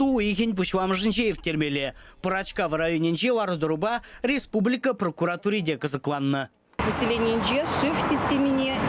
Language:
Chuvash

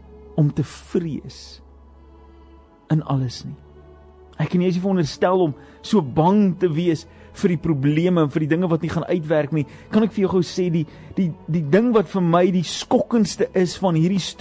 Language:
Afrikaans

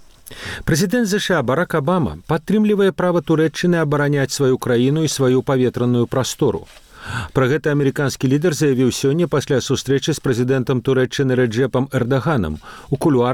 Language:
Belarusian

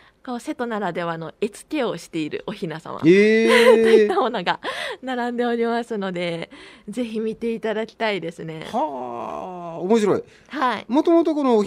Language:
Japanese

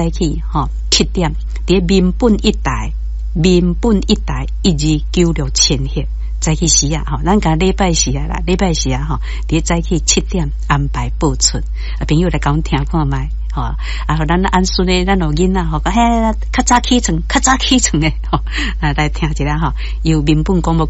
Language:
Min Nan Chinese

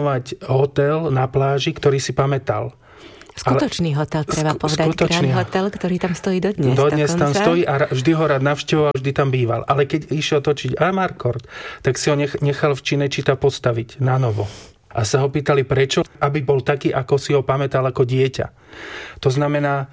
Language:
Slovak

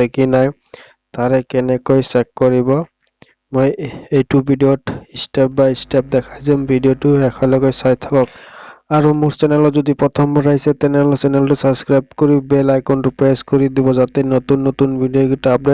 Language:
Assamese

